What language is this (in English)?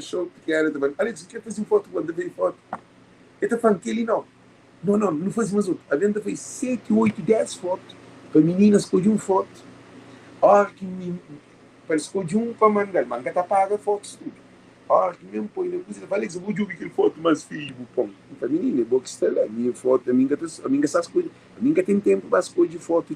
Kabuverdianu